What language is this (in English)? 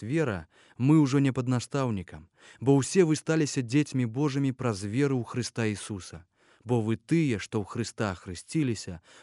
Belarusian